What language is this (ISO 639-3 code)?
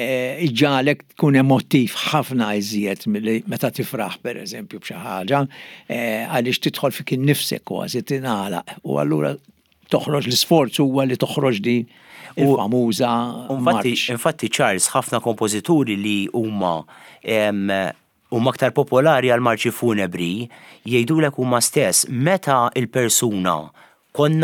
mlt